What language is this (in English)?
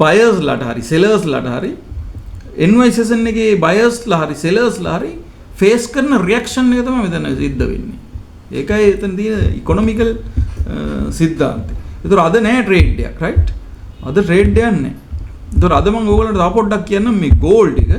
Sinhala